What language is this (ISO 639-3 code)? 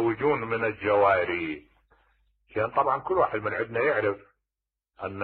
acm